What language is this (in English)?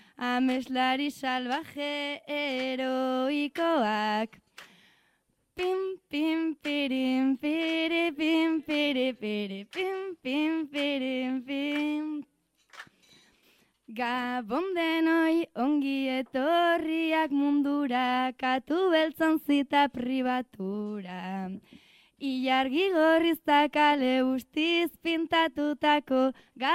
Basque